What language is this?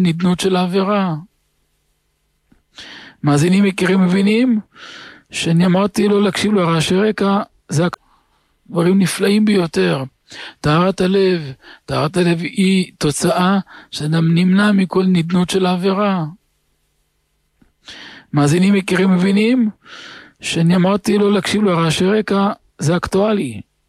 Hebrew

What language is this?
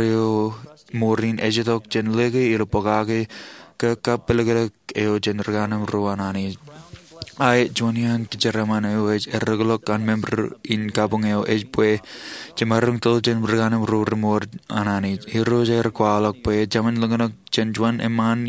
Marshallese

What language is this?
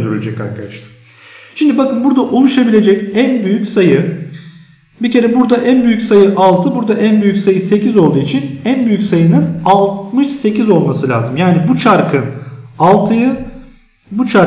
Turkish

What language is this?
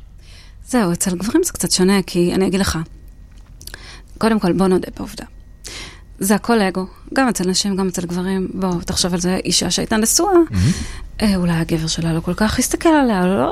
Hebrew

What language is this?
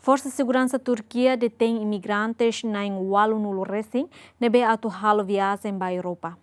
Tetum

